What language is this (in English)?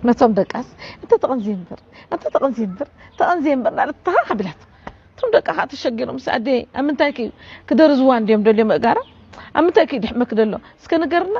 Tigrinya